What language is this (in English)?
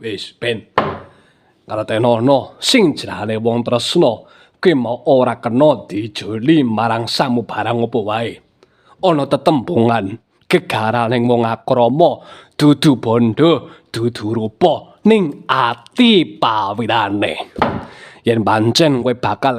Javanese